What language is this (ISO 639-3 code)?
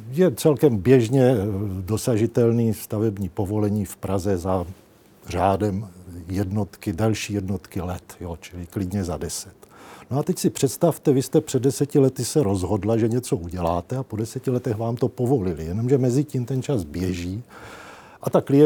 ces